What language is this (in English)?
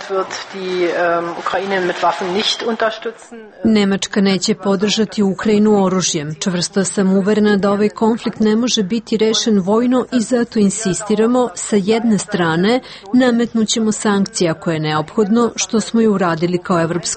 Serbian